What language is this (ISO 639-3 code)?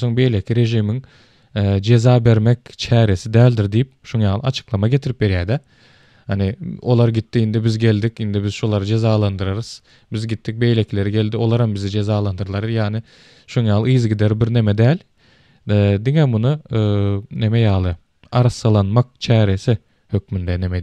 tuk